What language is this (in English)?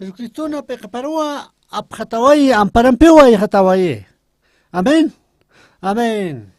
Aymara